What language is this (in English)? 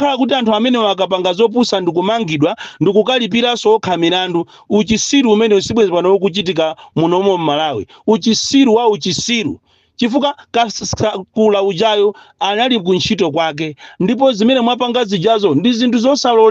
Nyanja